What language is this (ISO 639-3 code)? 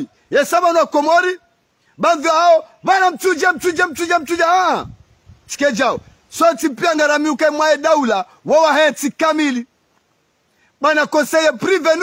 swa